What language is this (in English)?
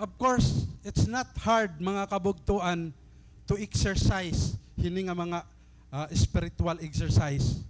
Waray